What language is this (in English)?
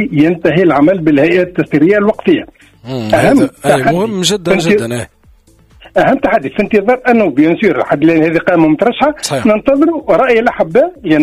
Tunisian Arabic